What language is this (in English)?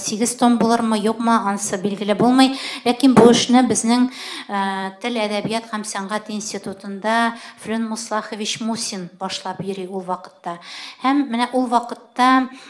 Tatar